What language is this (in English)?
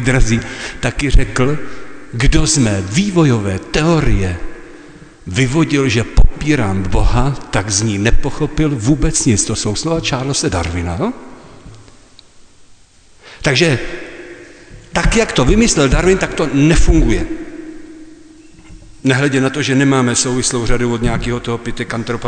Czech